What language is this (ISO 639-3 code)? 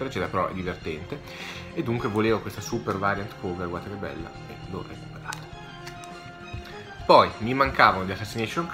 ita